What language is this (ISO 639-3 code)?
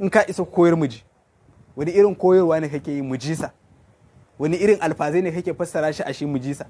hau